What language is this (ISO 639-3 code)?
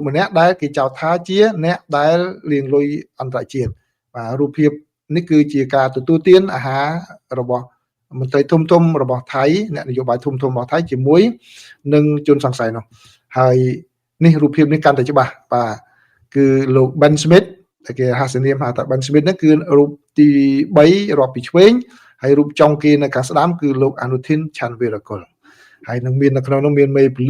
khm